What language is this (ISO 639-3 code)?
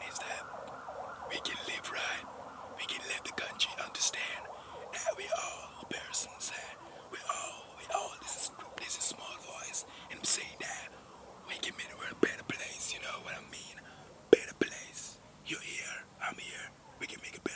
jam